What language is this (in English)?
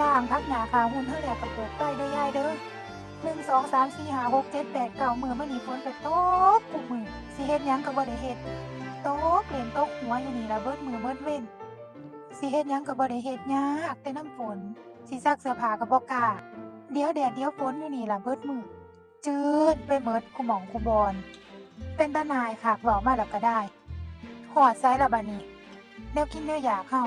Northeastern Thai